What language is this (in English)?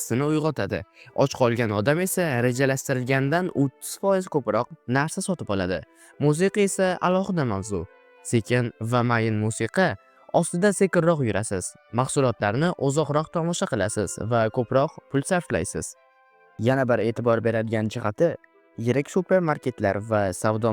Uzbek